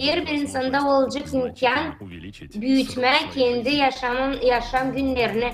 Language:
Gagauz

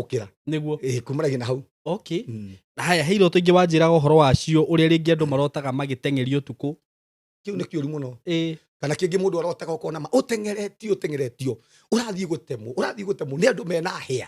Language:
Kikuyu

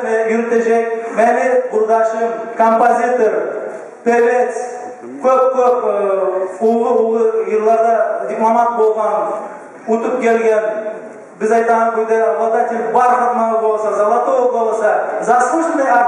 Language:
Kumyk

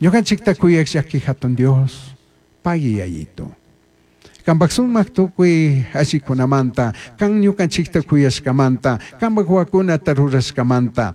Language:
Chimborazo Highland Quichua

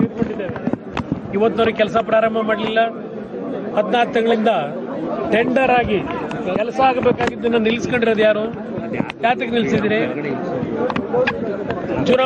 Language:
Kannada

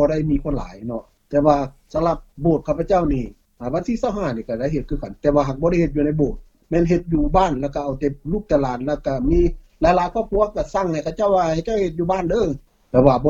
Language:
Lao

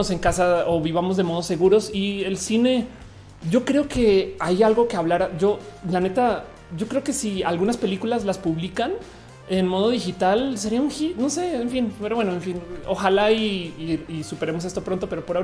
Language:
Spanish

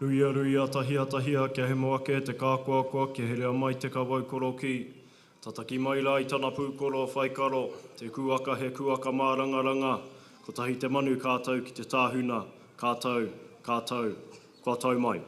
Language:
Māori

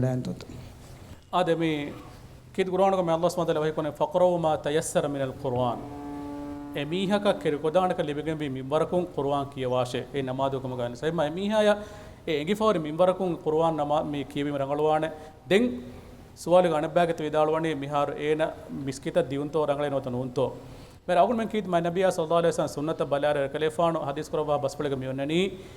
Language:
Divehi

